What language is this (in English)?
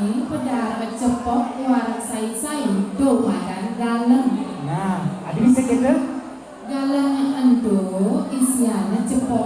Balinese